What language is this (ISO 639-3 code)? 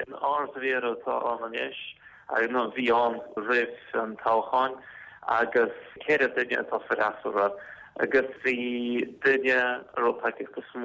gle